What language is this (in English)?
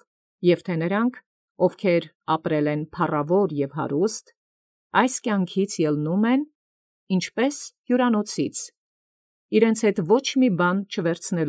Armenian